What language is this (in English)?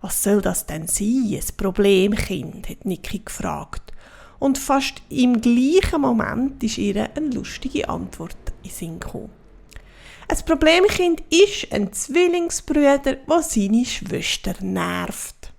Swiss German